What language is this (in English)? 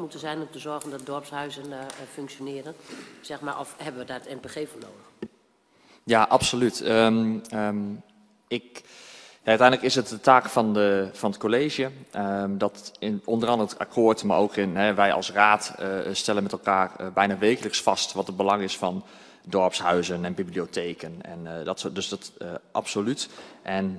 Dutch